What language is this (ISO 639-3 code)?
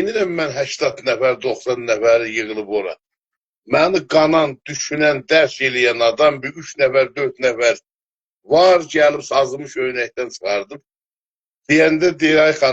azb